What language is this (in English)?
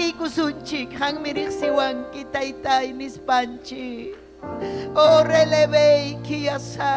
Ayacucho Quechua